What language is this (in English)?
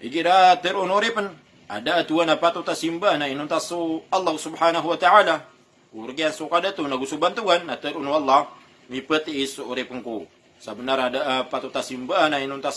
Maranao